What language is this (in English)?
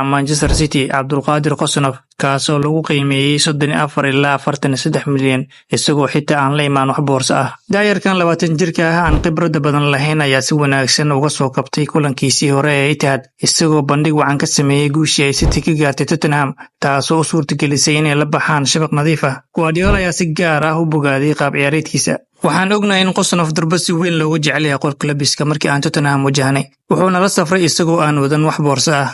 Somali